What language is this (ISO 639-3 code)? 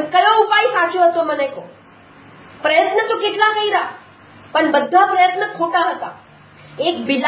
guj